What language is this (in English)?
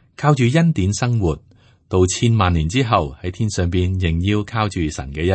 Cantonese